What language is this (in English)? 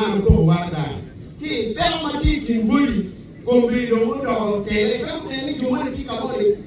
Acoli